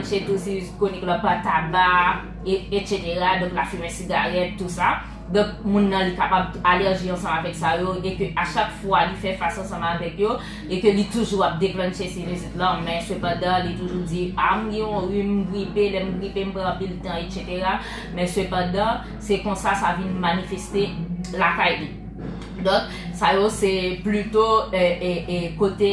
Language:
Haitian Creole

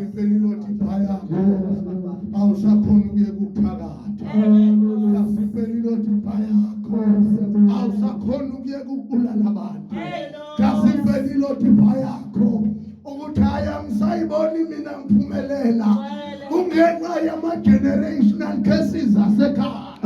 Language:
Zulu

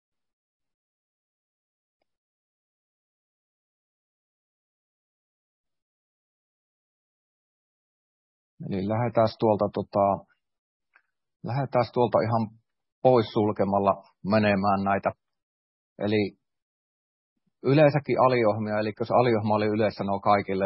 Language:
Finnish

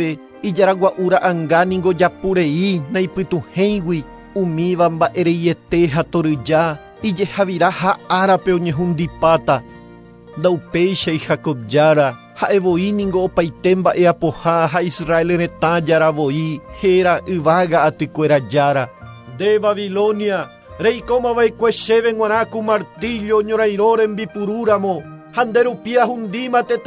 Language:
Guarani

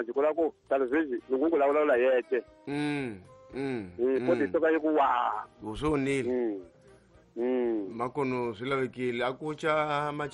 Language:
Tsonga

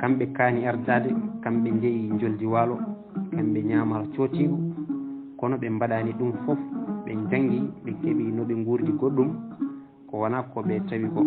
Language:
Fula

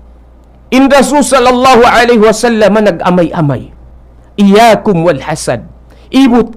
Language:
Tausug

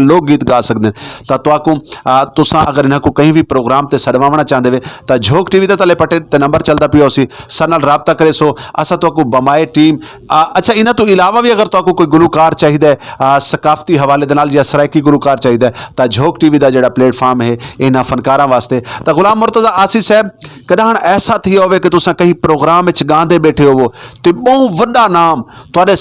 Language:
Saraiki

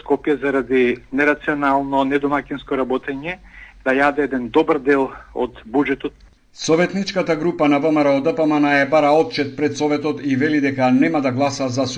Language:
Macedonian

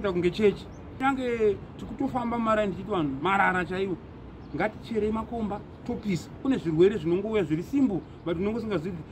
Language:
Shona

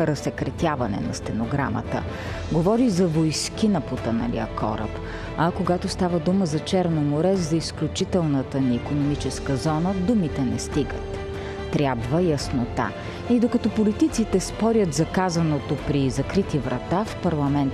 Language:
Bulgarian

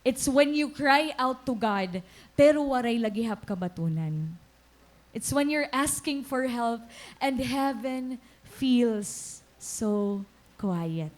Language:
Waray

